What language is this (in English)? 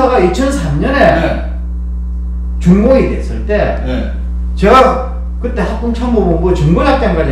Korean